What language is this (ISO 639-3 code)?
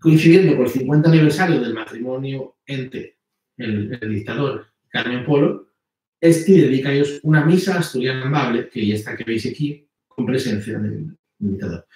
ast